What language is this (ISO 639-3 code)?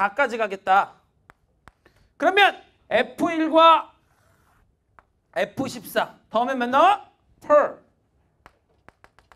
kor